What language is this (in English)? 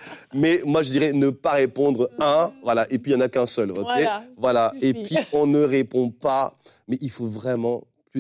French